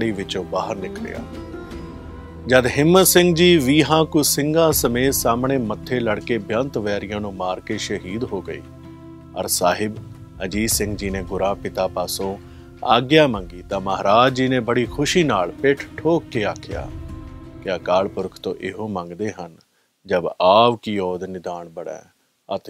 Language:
Punjabi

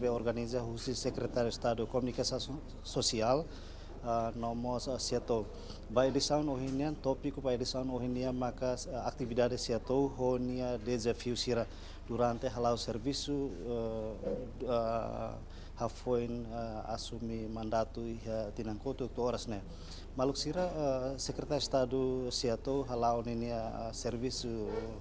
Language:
Tetum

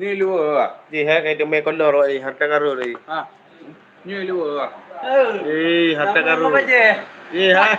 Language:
Achinese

